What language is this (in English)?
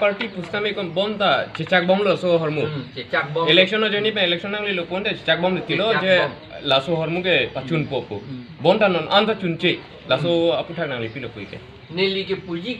Karbi